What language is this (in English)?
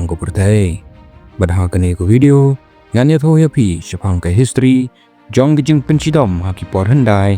Khasi